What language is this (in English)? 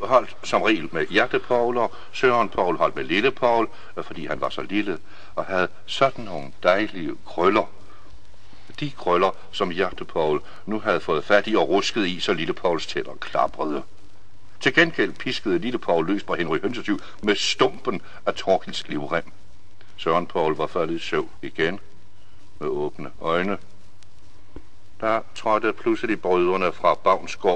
Danish